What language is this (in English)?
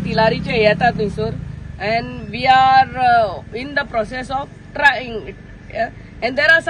Konkani